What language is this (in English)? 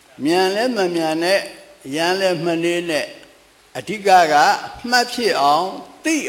Burmese